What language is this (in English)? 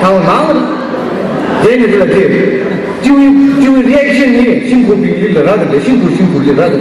Tangkhul Naga (India)